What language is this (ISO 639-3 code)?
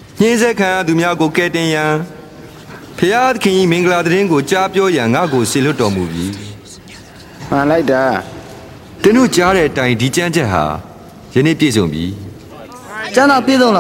mya